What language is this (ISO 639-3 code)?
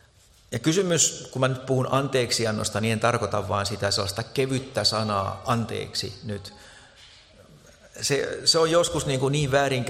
fin